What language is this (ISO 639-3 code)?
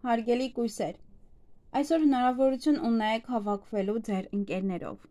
hye